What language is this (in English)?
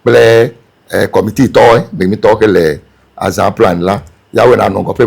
Ewe